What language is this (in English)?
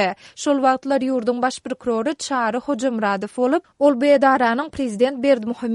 Turkmen